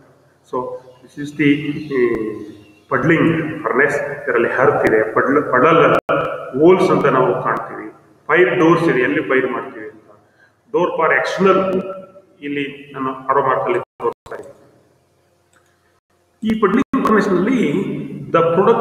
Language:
Kannada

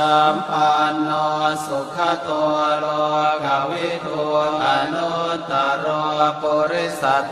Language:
Pali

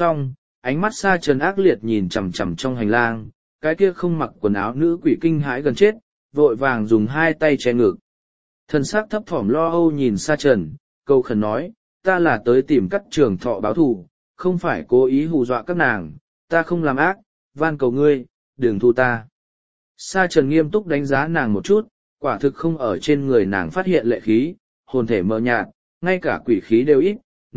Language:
Vietnamese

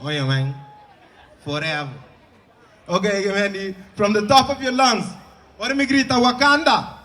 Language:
Papiamento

